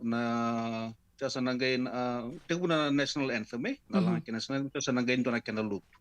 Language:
Fijian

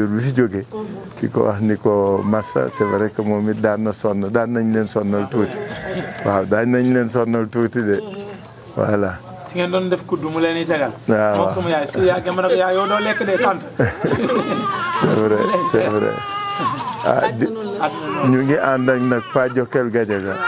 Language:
Wolof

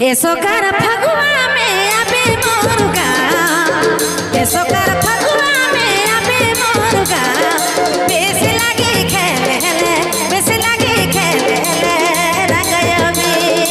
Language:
Sadri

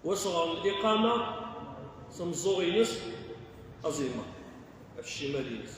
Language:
Kabyle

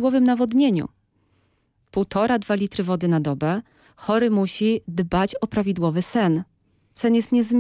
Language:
Polish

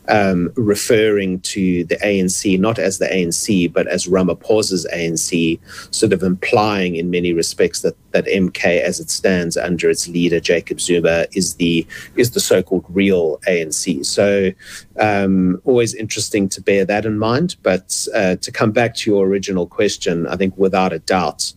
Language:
English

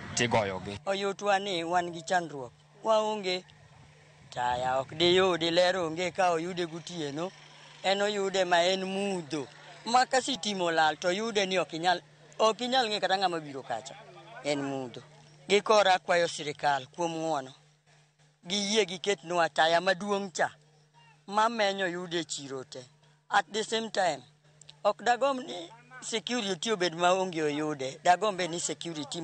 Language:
Luo (Kenya and Tanzania)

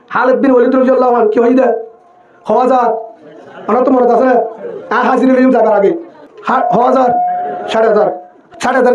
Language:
Rohingya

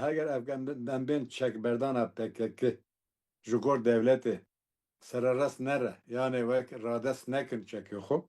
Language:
Kurdish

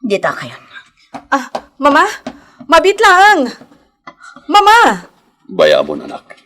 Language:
Iloko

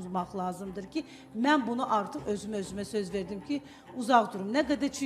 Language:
Azerbaijani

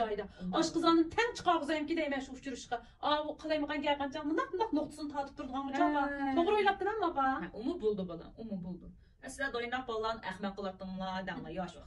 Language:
Uyghur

